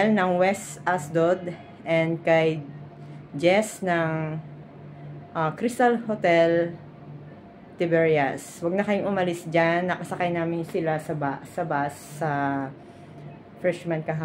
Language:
Filipino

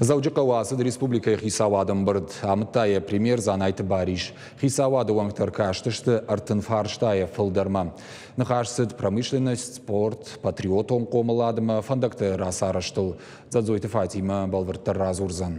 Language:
Ossetic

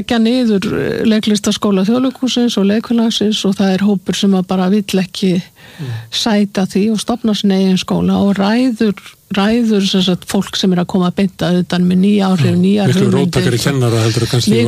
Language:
Icelandic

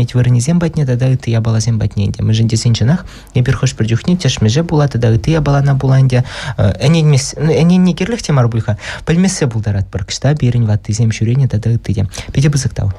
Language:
Chuvash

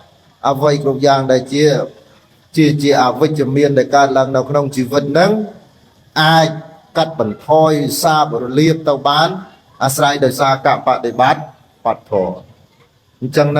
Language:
Khmer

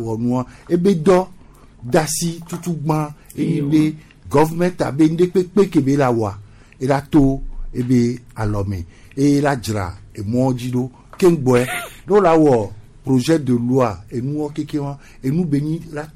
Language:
Gen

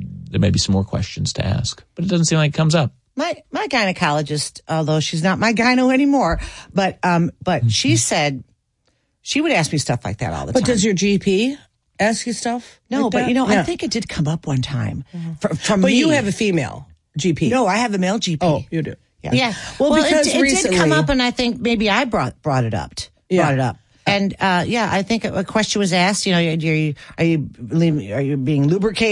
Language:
English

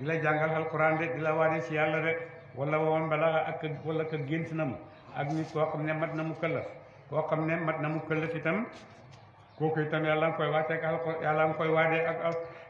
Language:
Wolof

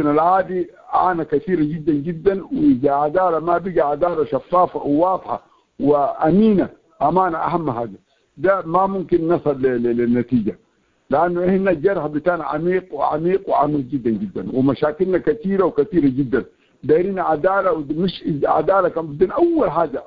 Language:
Sudanese Arabic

